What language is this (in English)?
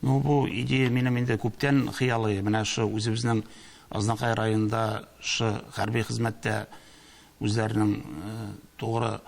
Tatar